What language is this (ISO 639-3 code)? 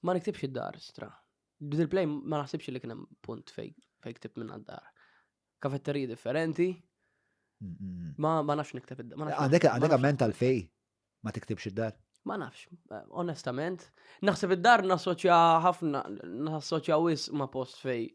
mlt